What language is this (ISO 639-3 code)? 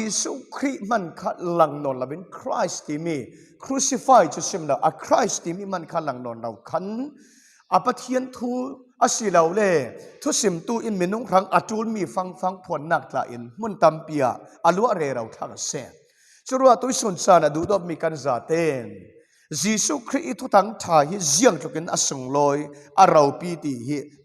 cfm